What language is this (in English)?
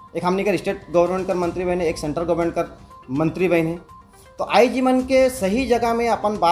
Sadri